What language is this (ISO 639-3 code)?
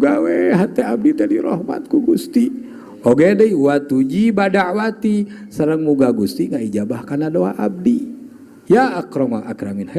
sun